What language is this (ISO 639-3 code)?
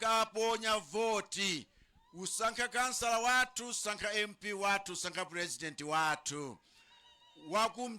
nya